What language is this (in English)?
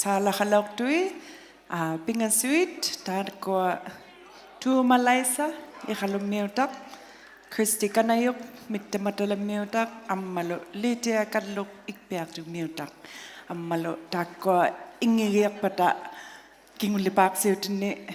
Inuktitut